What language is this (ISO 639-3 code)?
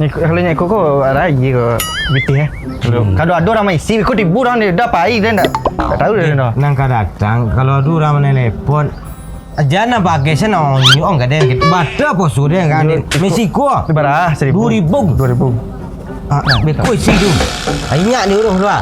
min